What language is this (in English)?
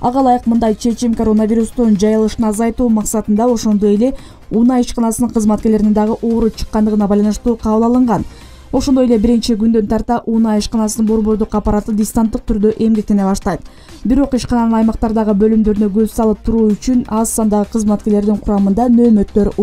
Kyrgyz